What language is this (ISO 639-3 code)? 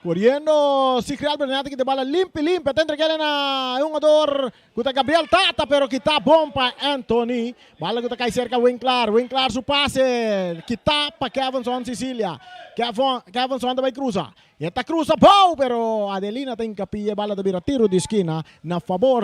pap